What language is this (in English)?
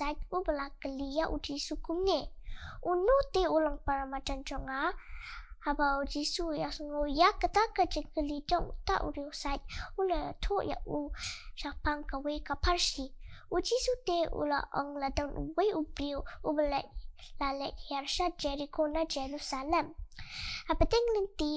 Khasi